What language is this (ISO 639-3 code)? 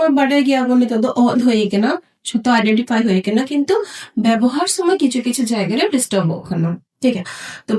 sat